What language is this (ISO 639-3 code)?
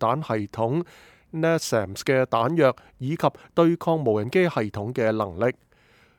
yue